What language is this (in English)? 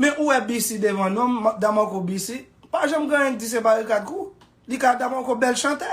Haitian Creole